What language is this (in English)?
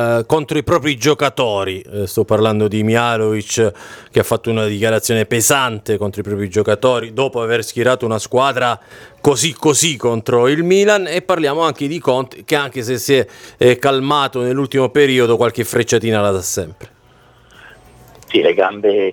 Italian